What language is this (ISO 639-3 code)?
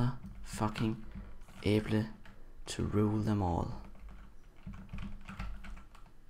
dan